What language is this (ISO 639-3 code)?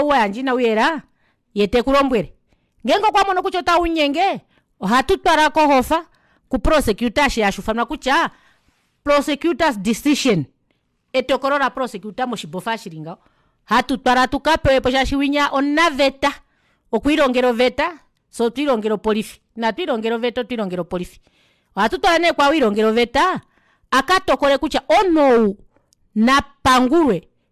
kua